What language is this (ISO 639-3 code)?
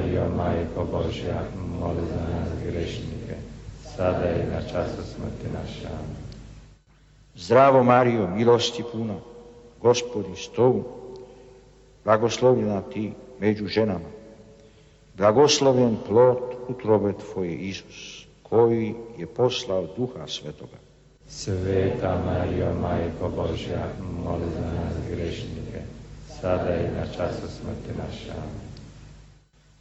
hrv